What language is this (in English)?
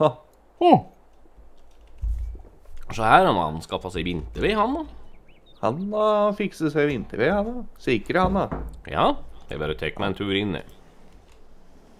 Norwegian